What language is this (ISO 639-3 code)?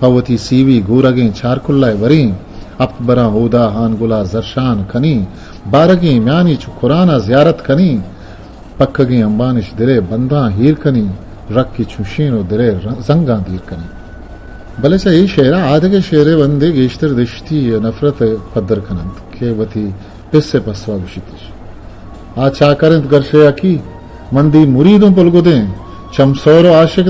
bgp